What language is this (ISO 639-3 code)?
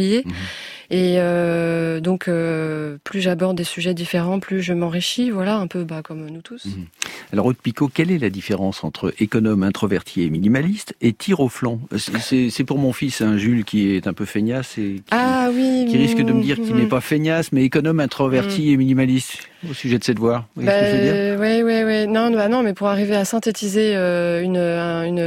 fra